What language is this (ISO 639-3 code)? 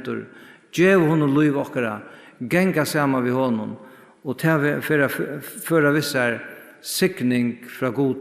fao